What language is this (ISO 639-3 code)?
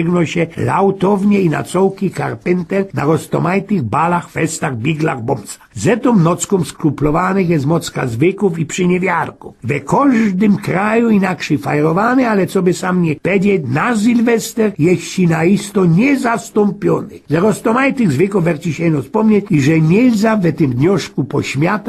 szl